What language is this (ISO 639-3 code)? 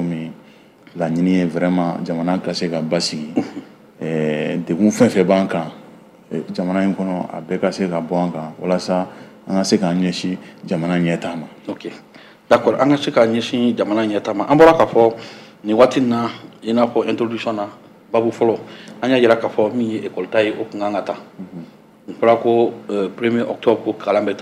bam